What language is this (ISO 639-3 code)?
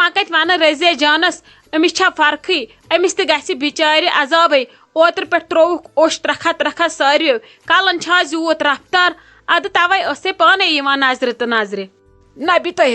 kas